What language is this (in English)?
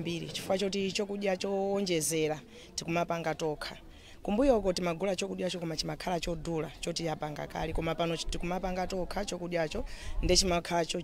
Nyanja